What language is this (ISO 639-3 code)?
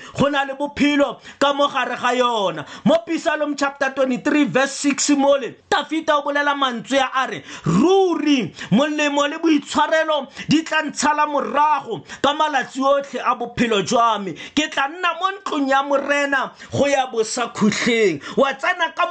tsn